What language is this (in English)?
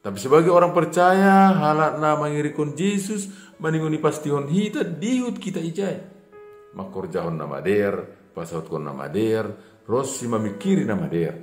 Batak Simalungun